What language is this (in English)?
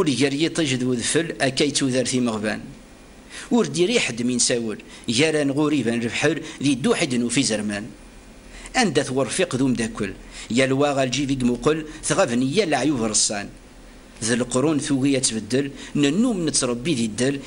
Kabyle